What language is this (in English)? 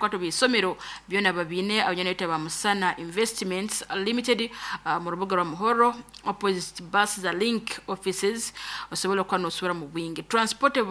Nyoro